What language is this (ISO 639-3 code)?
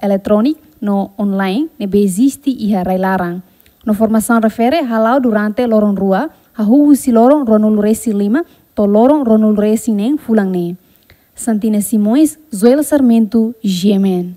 tet